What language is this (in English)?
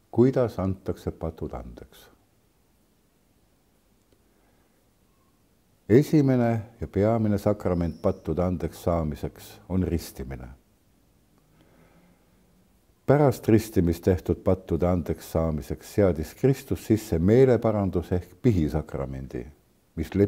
Estonian